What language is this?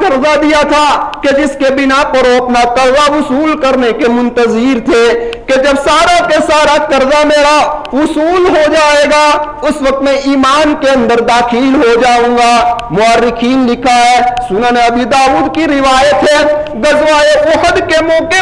Urdu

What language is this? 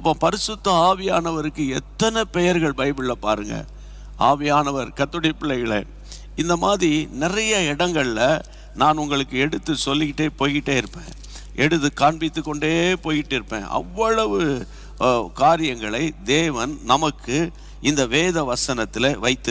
Tamil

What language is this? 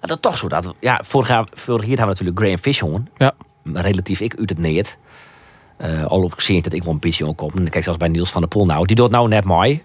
Western Frisian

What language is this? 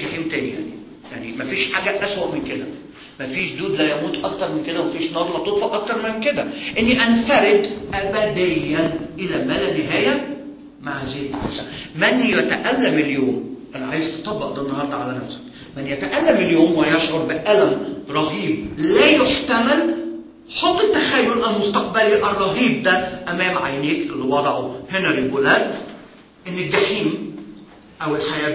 Egyptian Arabic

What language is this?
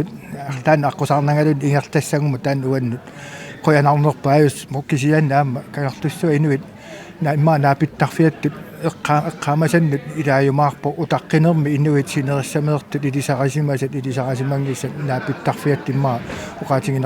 Kalaallisut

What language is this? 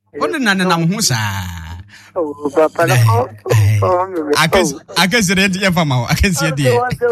Akan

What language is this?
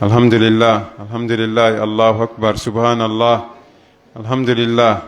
Pular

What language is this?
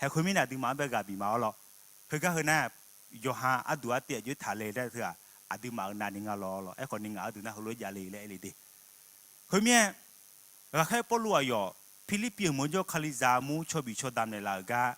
Akha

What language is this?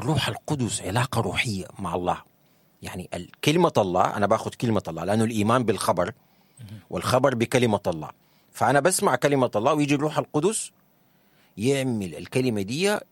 Sudanese Arabic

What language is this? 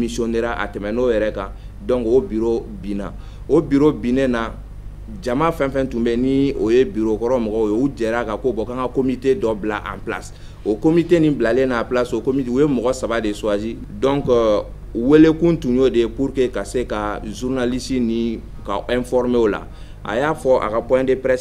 Bambara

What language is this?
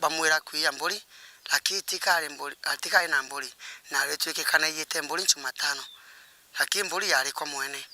Meru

